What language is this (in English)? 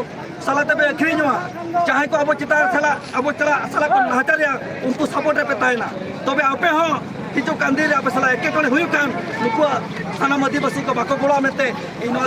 Santali